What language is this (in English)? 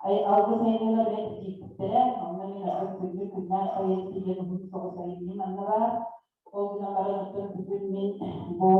Yakut